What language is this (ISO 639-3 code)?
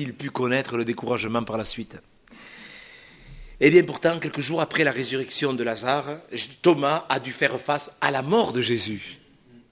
fra